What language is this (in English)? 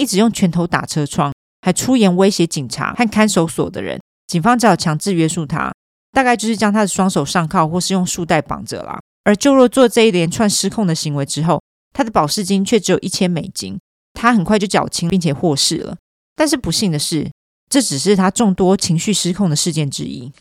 Chinese